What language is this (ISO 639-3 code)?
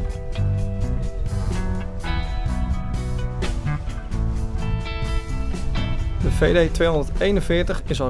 nld